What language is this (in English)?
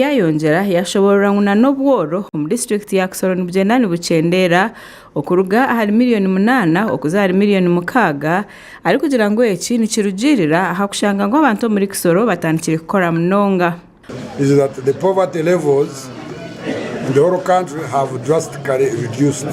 Nyankole